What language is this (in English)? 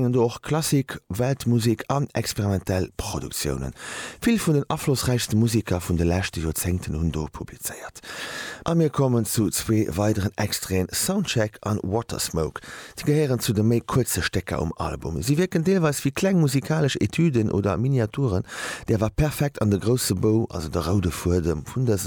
Luxembourgish